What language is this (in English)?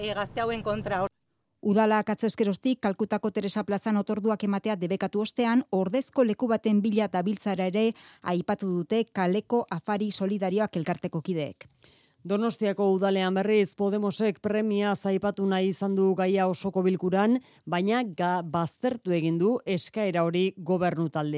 Basque